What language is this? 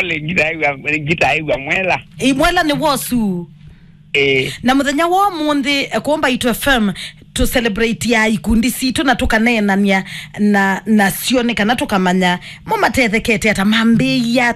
Kamba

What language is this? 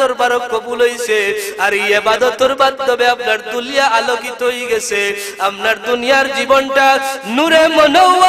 Sylheti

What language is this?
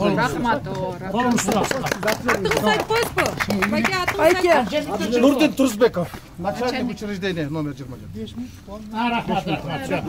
Kyrgyz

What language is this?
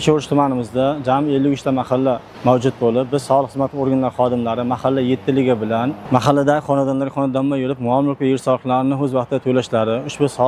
Uzbek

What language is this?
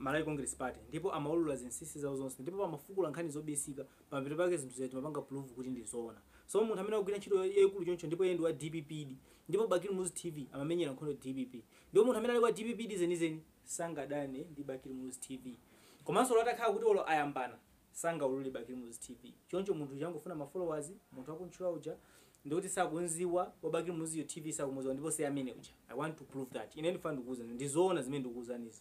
Nyanja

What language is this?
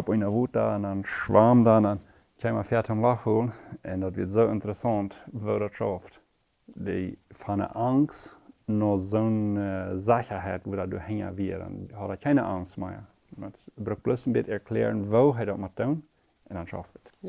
Plautdietsch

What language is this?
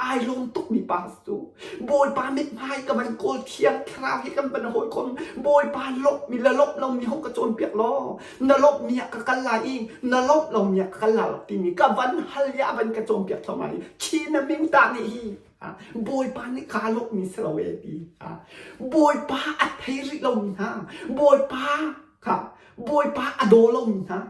Hakha Chin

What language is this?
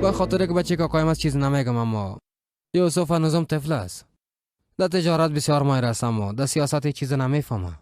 Persian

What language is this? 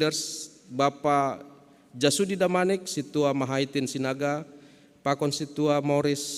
Batak Simalungun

